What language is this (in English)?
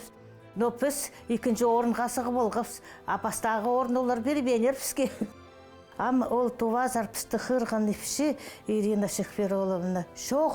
Khakas